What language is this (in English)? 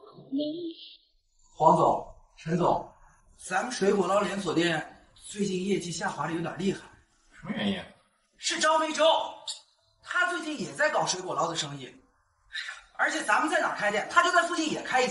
Chinese